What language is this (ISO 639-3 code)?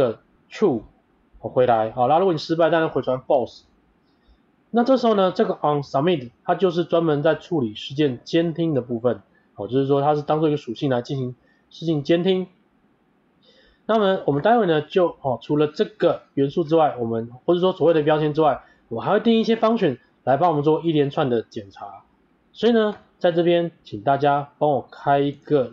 zho